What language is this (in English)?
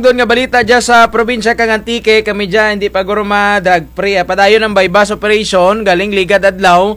Kinaray-a